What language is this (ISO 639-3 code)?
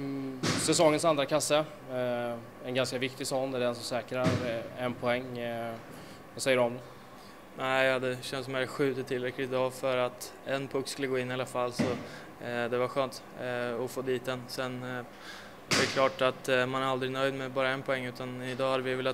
swe